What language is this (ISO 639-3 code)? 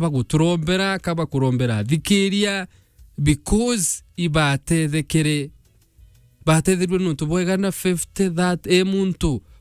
mer